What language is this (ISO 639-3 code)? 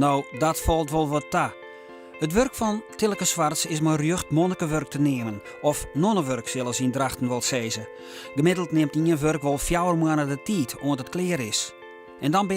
fry